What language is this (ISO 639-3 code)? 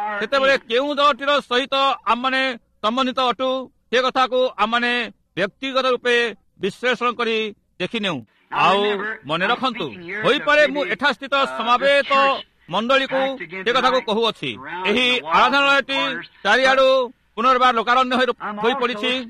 ori